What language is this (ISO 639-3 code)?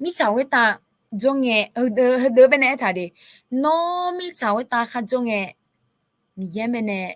ahk